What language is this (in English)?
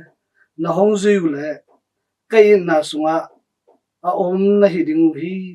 Tedim Chin